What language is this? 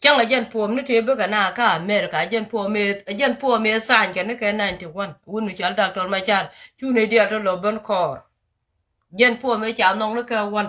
Nuer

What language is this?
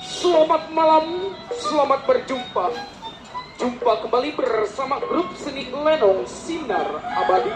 Betawi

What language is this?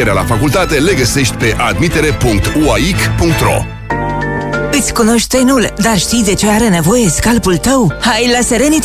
Romanian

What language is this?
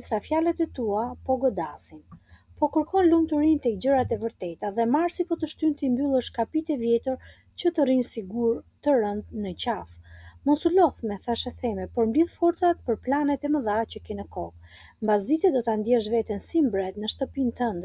Albanian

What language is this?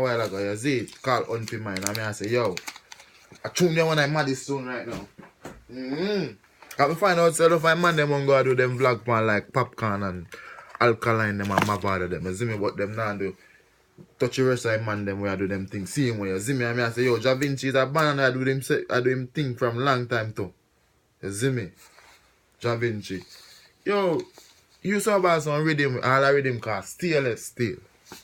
Jamaican Creole English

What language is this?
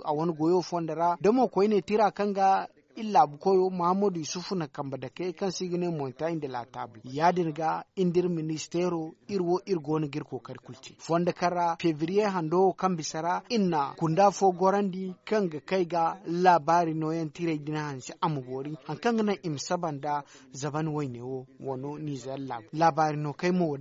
Zarma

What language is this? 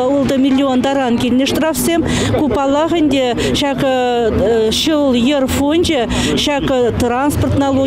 Chuvash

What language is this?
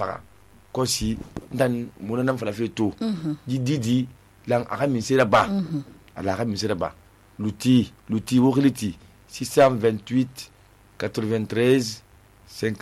Susu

